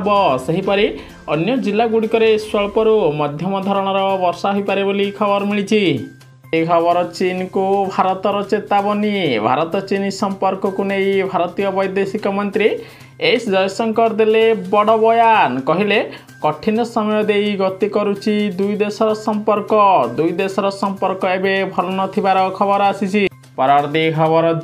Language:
Odia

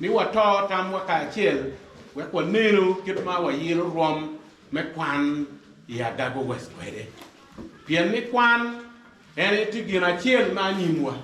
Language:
Acoli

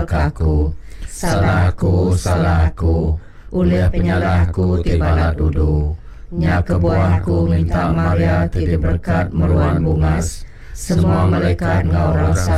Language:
Iban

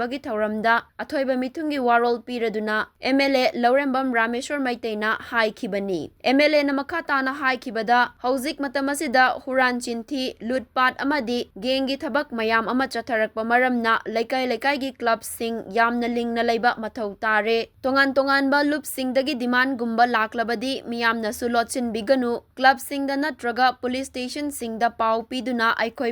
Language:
Manipuri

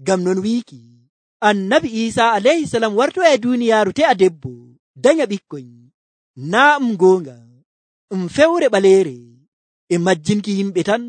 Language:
Nigerian Fulfulde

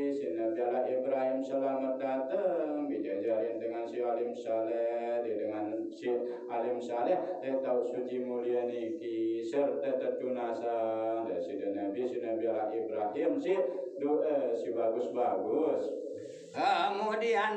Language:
Sasak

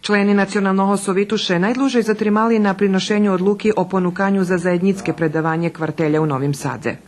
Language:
Rusyn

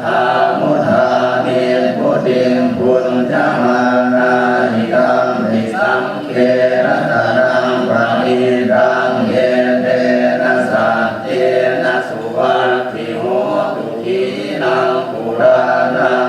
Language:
Pali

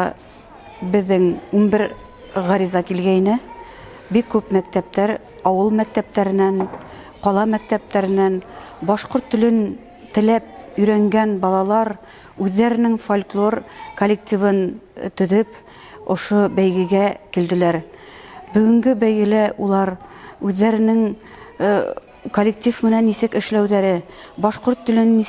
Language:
Bashkir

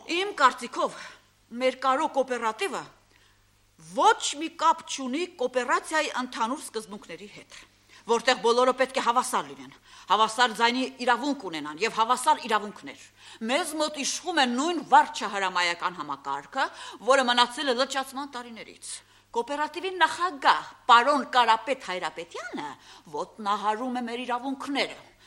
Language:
Armenian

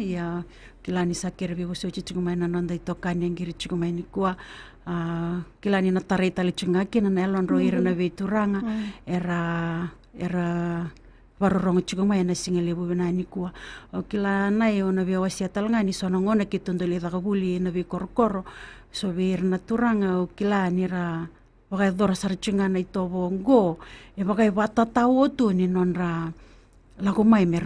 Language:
Fijian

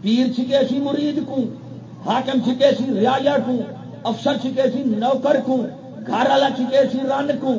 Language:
Saraiki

